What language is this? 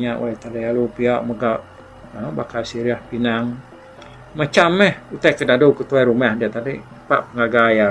Iban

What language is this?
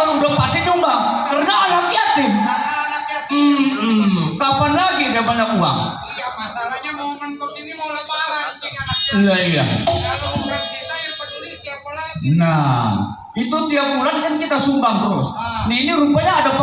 Betawi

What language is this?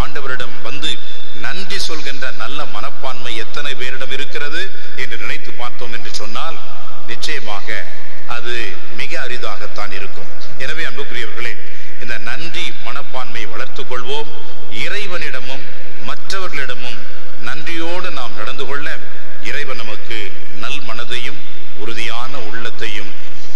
Tamil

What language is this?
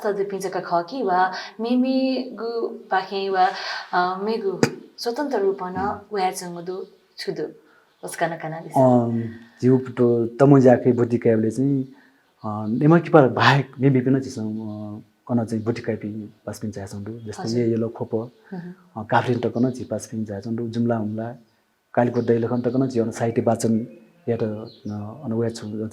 Newari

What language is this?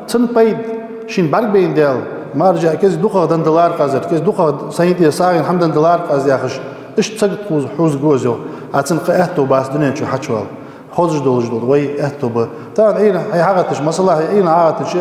Ingush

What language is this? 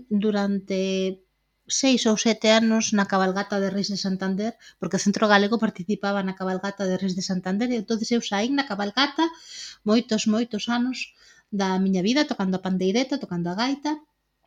Galician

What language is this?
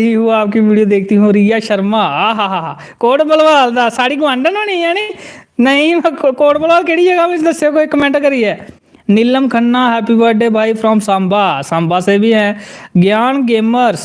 Dogri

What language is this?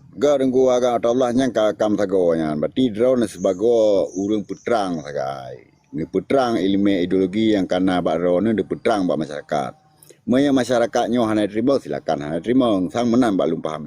Achinese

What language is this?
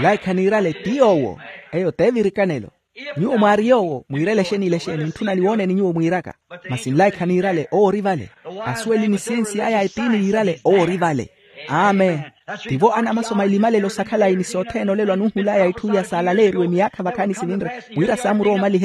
Makhuwa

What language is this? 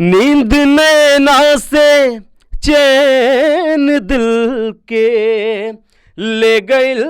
Bhojpuri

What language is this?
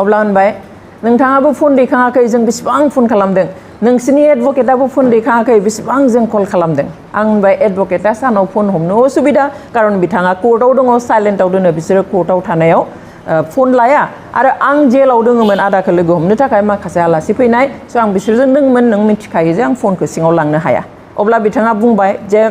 Bodo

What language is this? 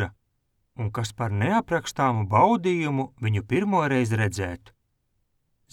Latvian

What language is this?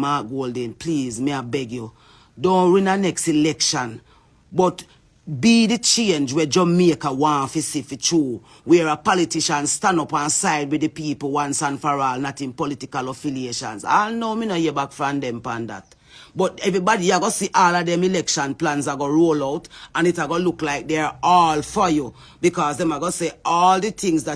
Jamaican Creole English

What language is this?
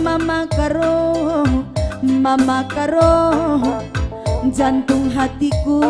Batak Karo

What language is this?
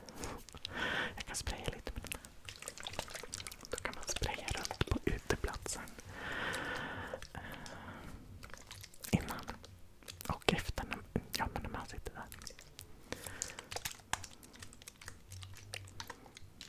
Swedish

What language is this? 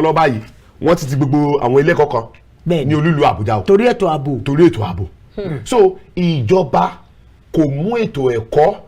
Yoruba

